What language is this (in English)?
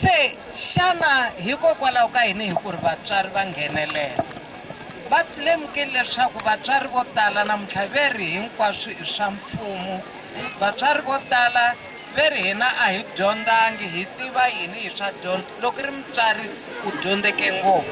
Tsonga